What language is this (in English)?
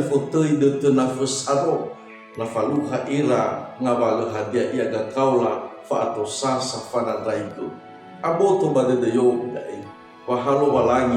Nias